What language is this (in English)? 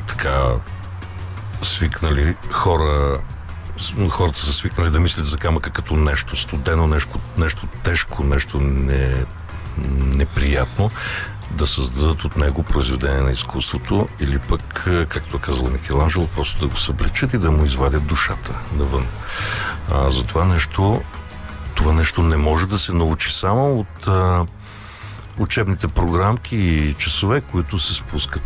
Bulgarian